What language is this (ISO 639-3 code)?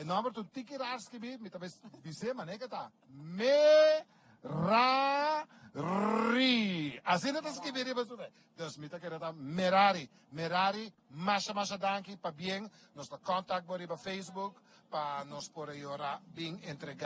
pap